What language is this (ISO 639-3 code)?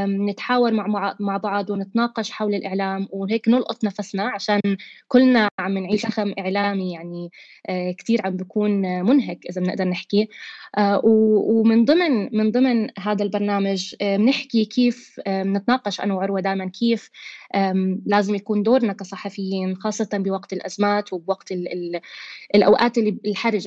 apc